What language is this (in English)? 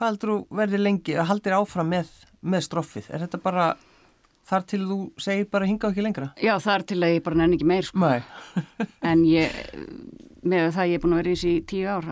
Icelandic